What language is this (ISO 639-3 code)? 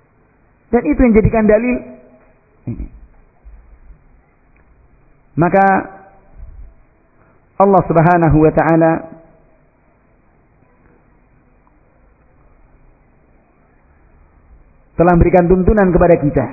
ind